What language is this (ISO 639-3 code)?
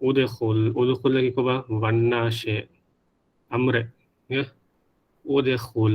div